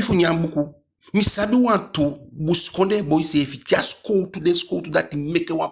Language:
Eastern Maroon Creole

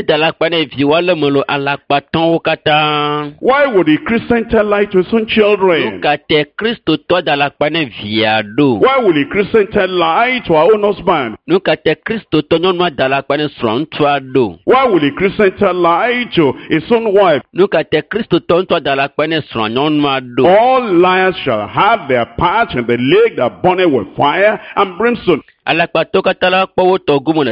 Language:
Ewe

